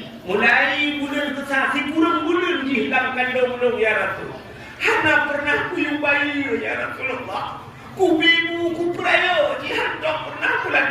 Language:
Achinese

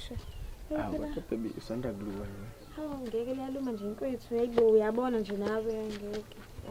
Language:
Zulu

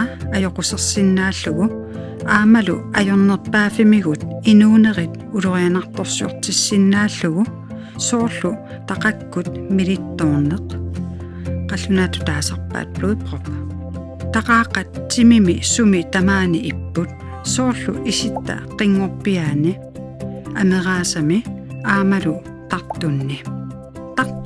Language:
Kalaallisut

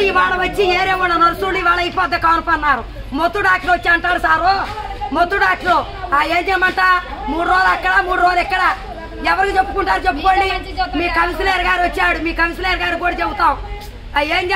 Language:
Telugu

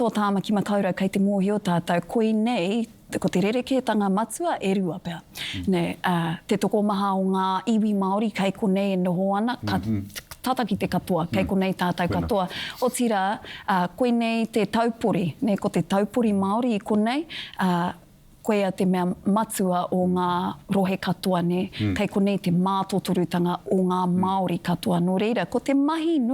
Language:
Māori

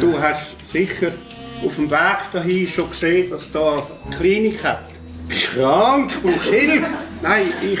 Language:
Swiss German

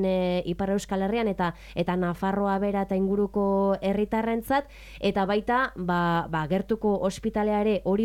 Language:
Basque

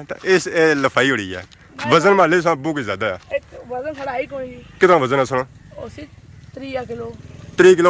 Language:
Pahari-Potwari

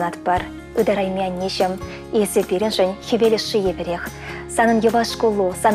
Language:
Chuvash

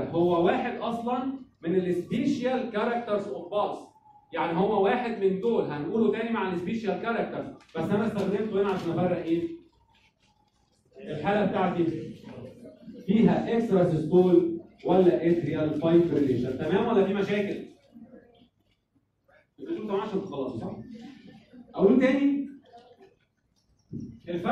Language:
Egyptian Arabic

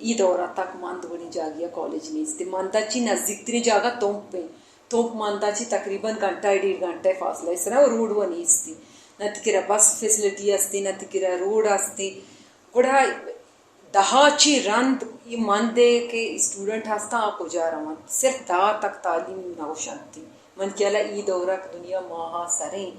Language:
Brahui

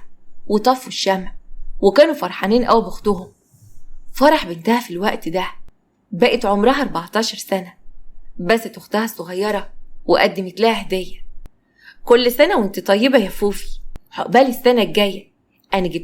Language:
Egyptian Arabic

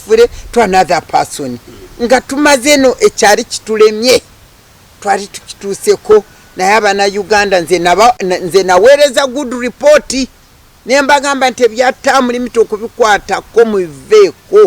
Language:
Ganda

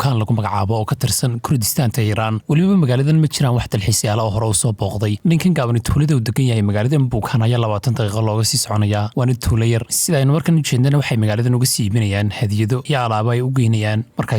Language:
Somali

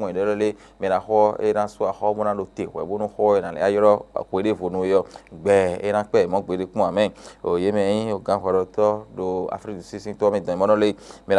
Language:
Fon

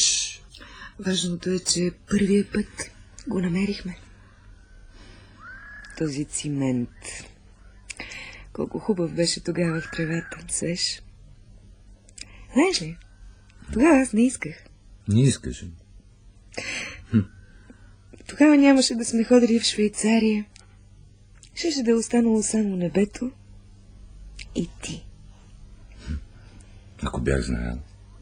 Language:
Bulgarian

